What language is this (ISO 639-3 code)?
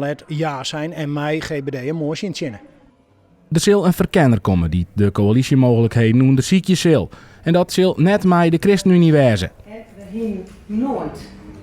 fry